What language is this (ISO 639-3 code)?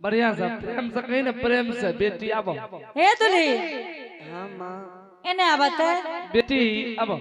anp